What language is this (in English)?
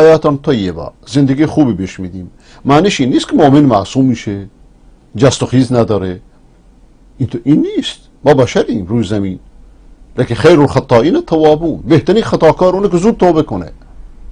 Persian